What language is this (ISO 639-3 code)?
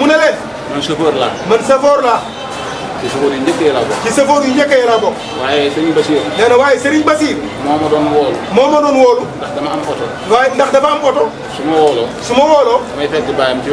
wol